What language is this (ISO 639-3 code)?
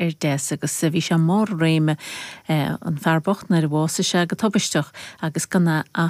gle